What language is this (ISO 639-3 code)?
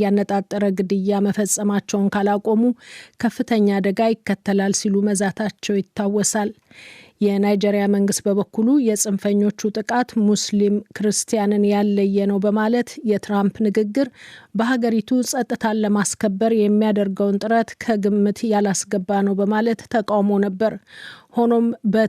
amh